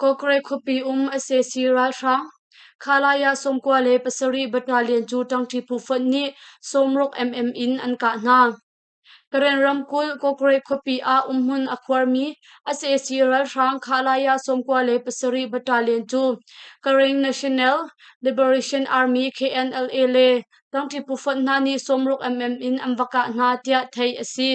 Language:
Hakha Chin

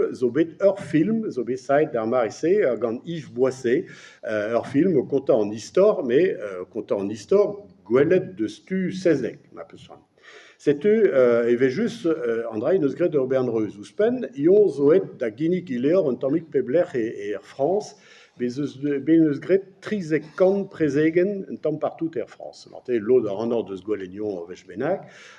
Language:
Breton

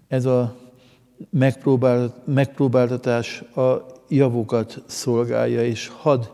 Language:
Hungarian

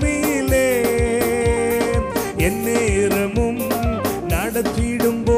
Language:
Tamil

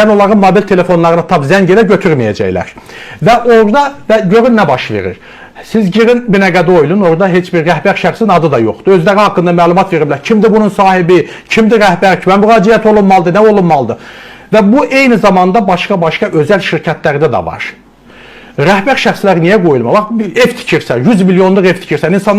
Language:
Azerbaijani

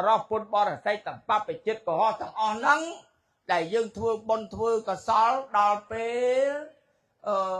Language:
Khmer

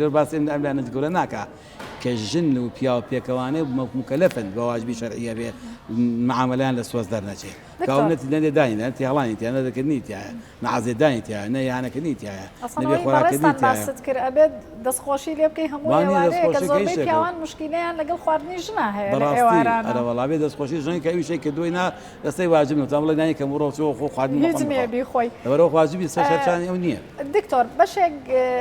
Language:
Central Kurdish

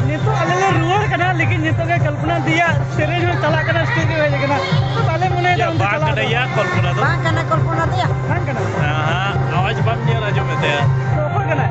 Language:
Santali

